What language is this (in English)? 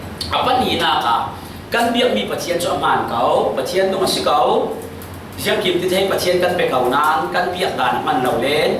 Falam Chin